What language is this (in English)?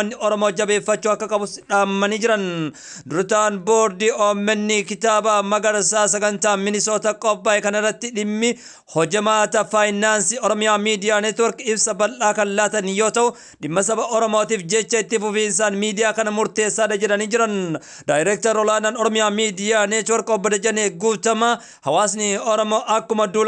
Oromo